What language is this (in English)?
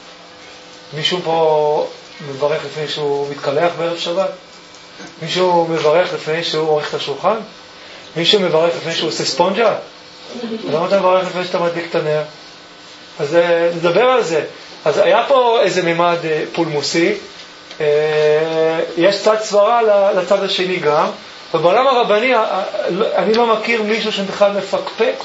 Hebrew